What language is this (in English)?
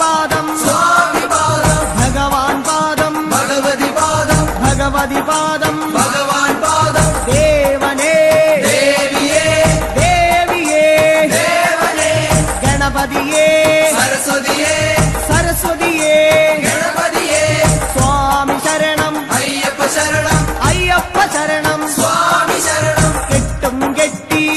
Malayalam